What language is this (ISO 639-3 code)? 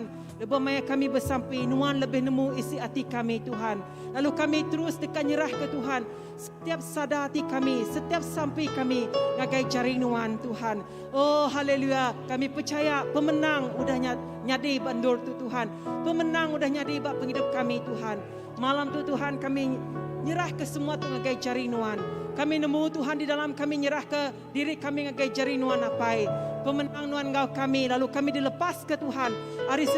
iba